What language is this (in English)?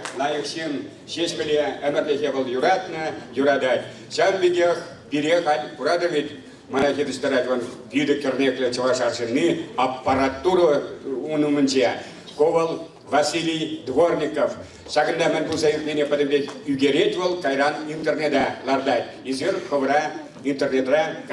Chuvash